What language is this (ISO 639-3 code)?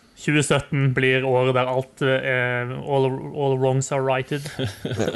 nor